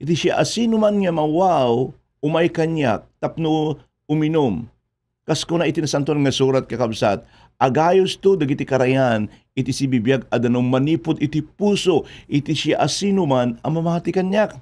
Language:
Iloko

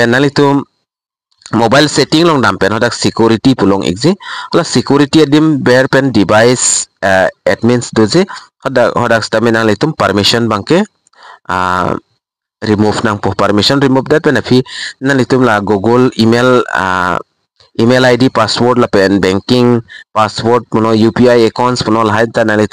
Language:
Karbi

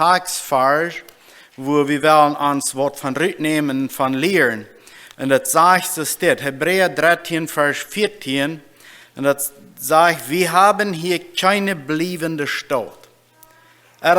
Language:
Plautdietsch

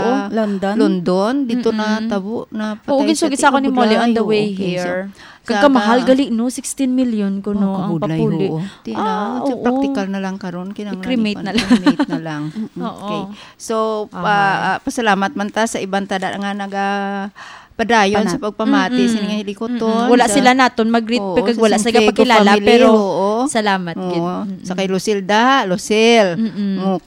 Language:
Hiligaynon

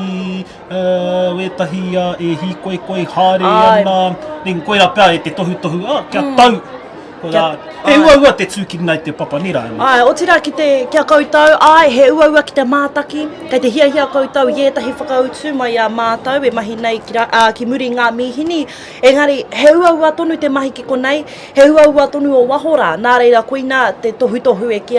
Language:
Māori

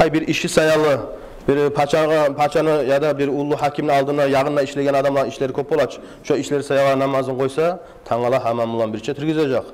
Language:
Kumyk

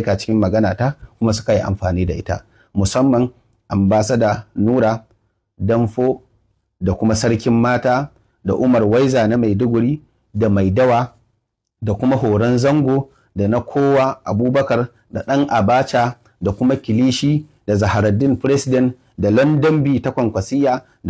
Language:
Hausa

